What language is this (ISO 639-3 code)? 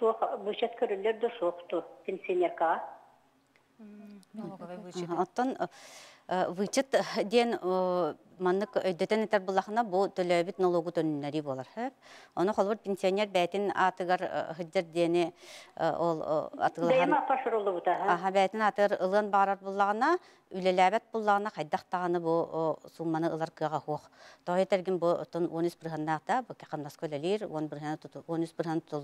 sah